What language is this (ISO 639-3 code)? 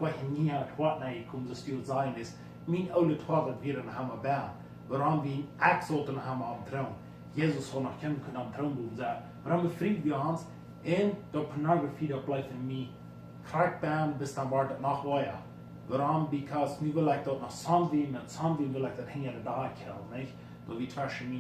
pdt